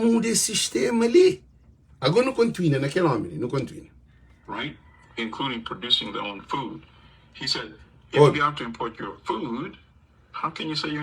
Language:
Kabuverdianu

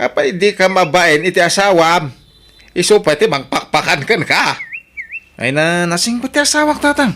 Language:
Iloko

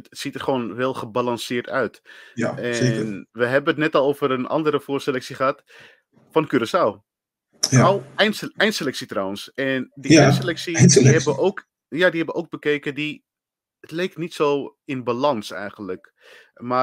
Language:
Dutch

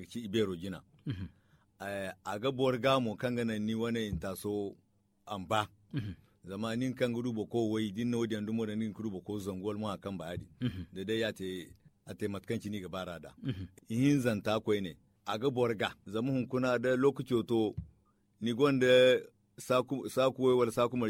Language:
Zarma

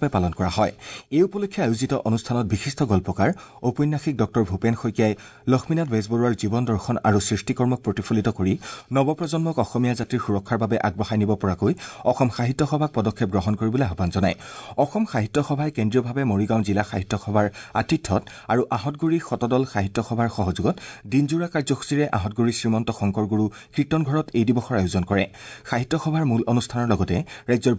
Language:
Assamese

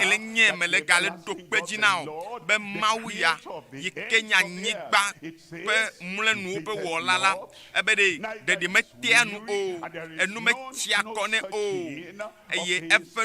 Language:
Ewe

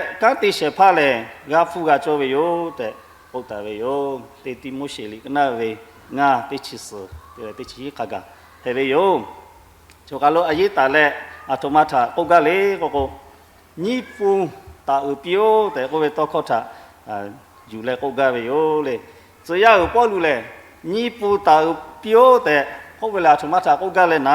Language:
Lahu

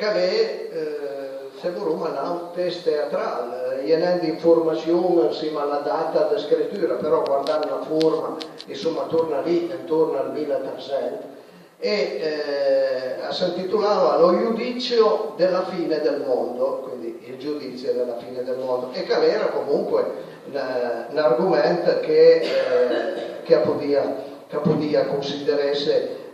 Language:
Piedmontese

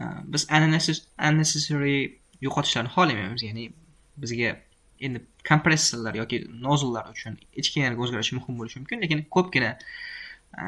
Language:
Uzbek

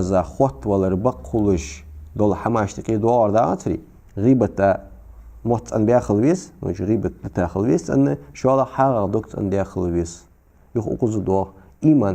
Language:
Ingush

